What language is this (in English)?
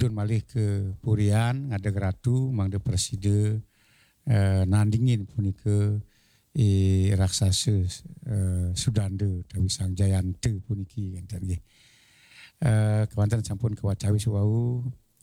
Balinese